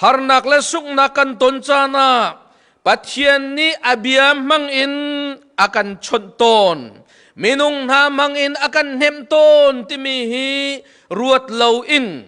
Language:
Hakha Chin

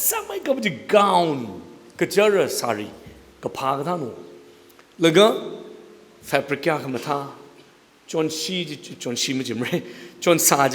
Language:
Tangkhul Naga (India)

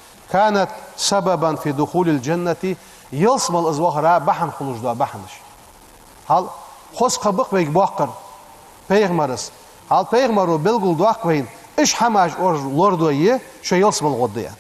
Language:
Ingush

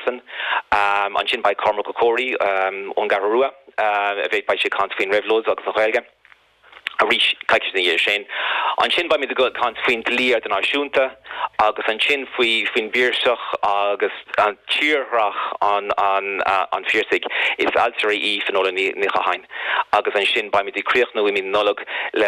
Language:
Irish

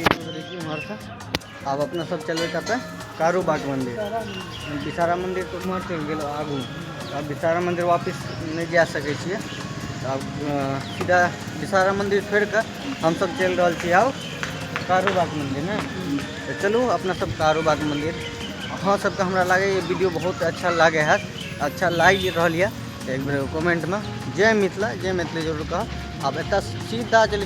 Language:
Maithili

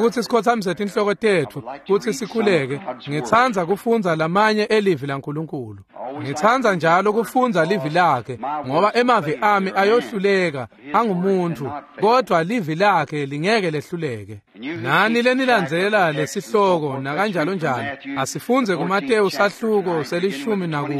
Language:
Swati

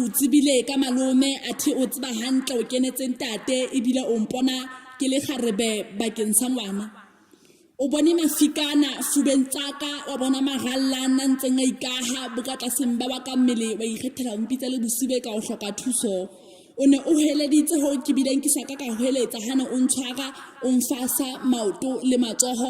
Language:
Southern Sotho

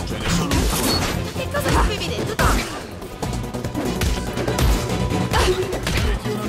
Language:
Italian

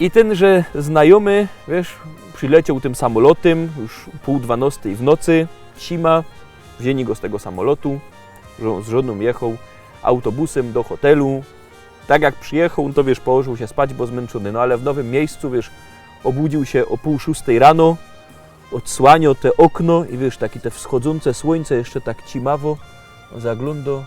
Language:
Silesian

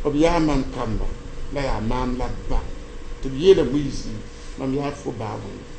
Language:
Mossi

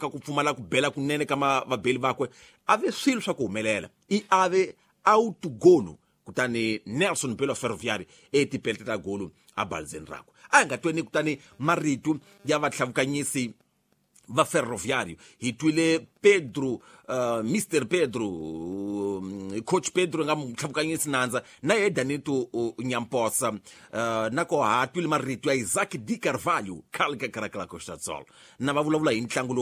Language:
Tsonga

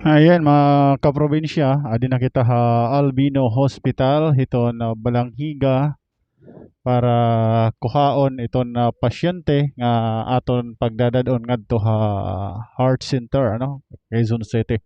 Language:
Waray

